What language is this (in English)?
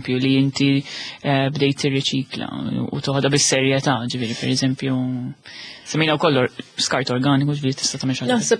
Maltese